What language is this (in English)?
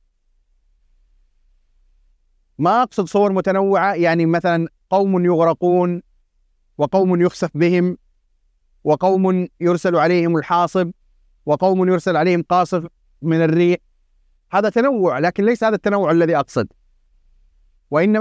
Arabic